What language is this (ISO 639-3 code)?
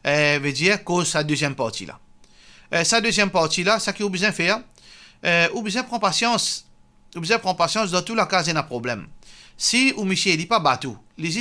mfe